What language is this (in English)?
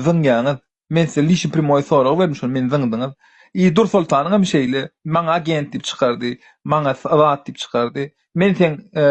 Turkmen